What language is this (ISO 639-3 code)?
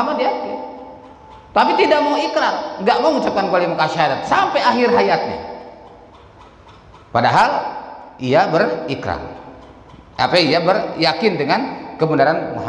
ind